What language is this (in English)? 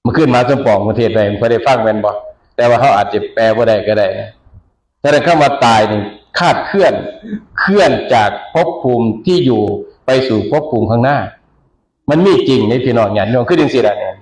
Northeastern Thai